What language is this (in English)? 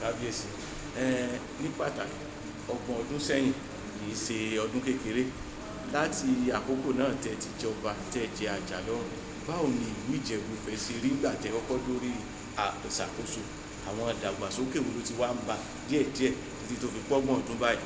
Yoruba